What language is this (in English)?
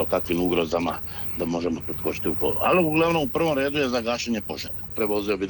Croatian